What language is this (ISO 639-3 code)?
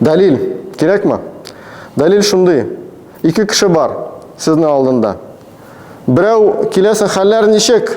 tat